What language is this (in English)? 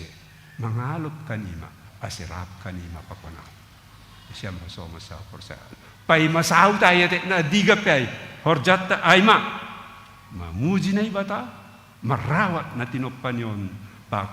Batak Simalungun